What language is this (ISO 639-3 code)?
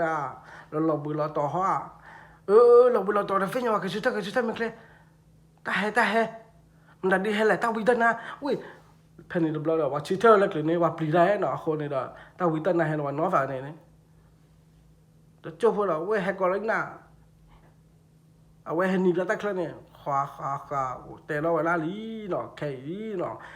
ksw